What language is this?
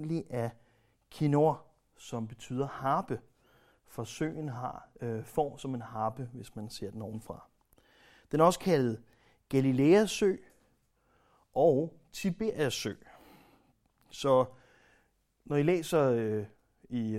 Danish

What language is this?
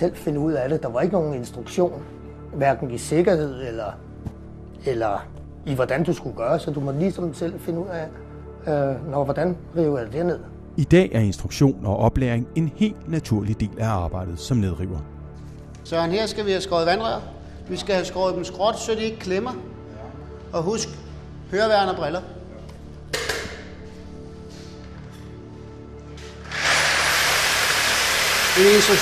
Danish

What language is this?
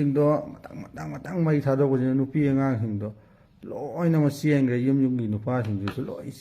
Manipuri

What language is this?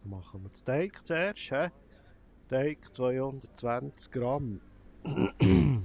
Swiss German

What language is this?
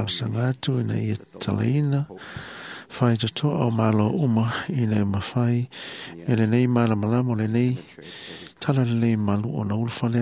Samoan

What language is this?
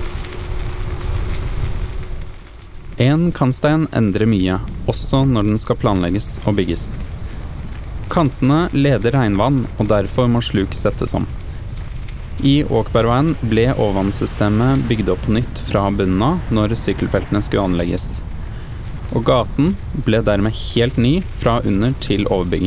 Norwegian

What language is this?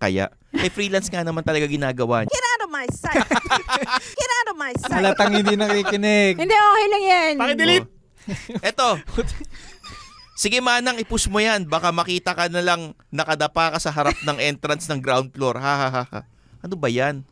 Filipino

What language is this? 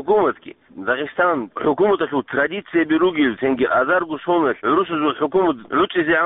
Avaric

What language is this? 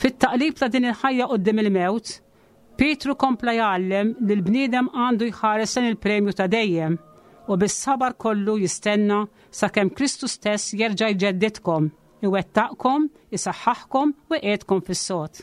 Maltese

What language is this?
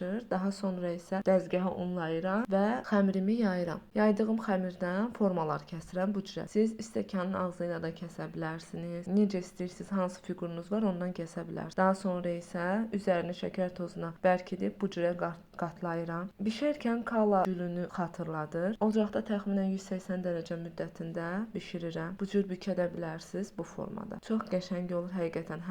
Azerbaijani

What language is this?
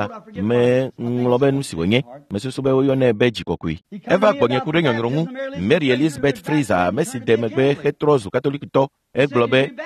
Ewe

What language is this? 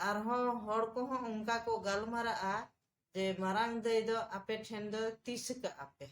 Santali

